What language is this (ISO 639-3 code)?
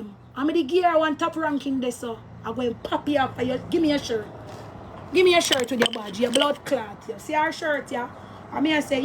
jam